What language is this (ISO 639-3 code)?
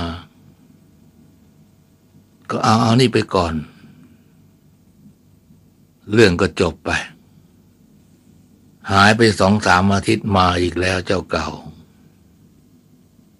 tha